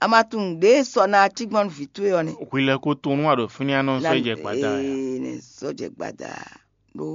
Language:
Fon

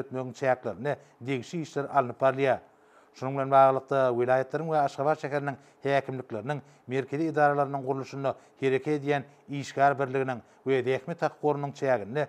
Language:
Turkmen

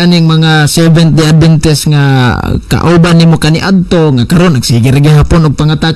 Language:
Cebuano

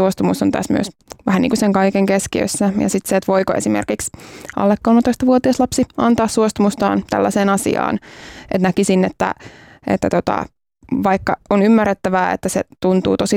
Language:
Finnish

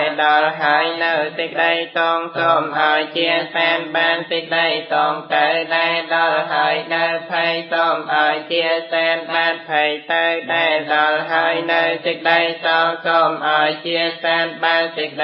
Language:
Khmer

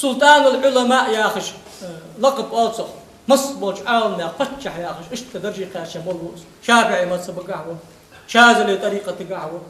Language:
Ingush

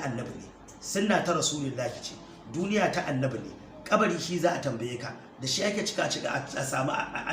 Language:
Hausa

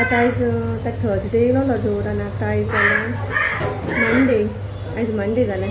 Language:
Konkani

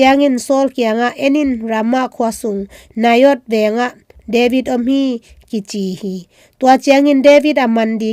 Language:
Tedim Chin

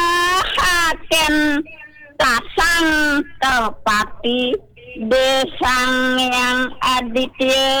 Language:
Balinese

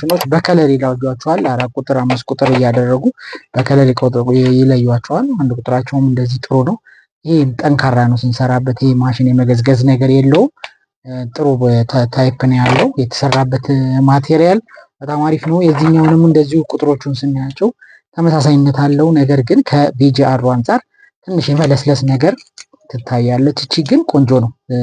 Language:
Amharic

